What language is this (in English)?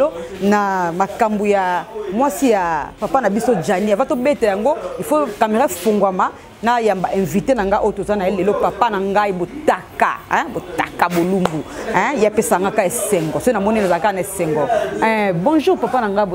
Lingala